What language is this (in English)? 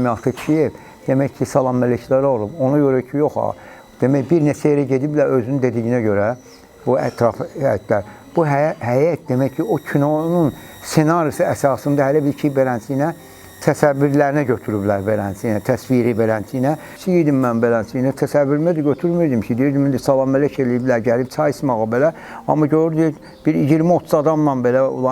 Azerbaijani